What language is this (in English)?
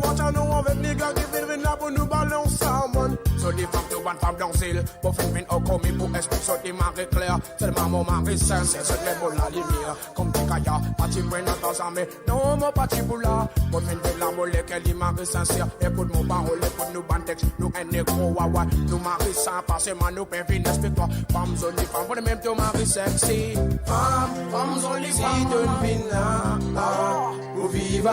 Morisyen